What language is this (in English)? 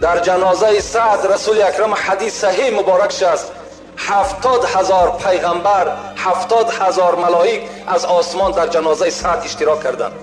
Tajik